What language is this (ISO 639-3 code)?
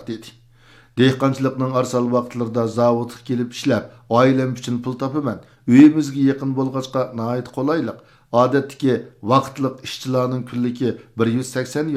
uig